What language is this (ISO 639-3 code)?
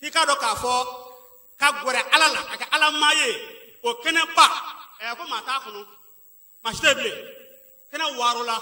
bam